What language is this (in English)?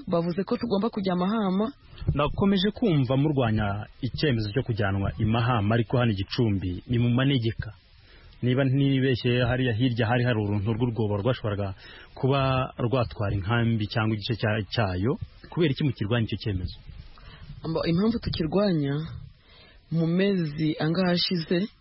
Kinyarwanda